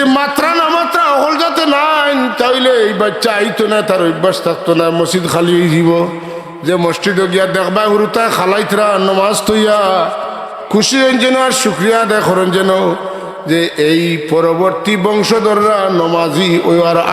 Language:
Sylheti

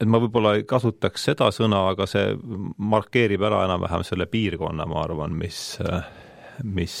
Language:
Estonian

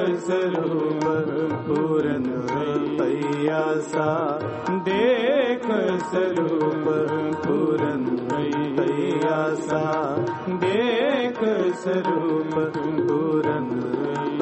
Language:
Punjabi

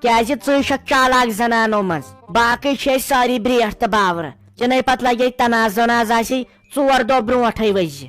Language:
Kashmiri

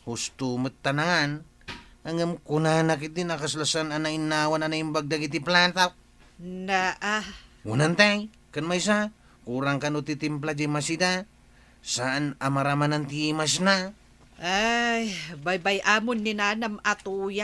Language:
Iloko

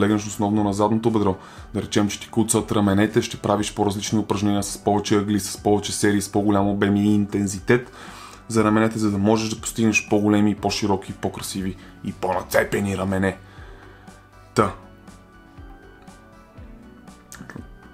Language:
Bulgarian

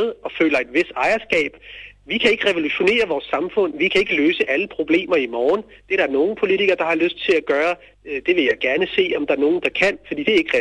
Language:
Danish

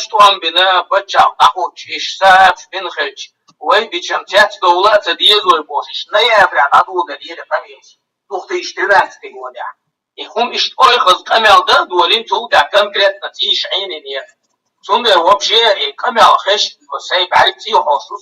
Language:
Chechen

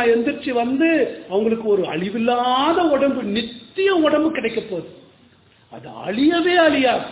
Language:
Tamil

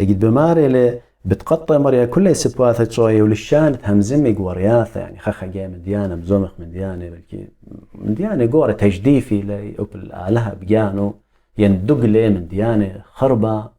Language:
Assyrian Neo-Aramaic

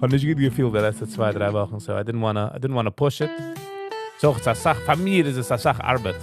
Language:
Yiddish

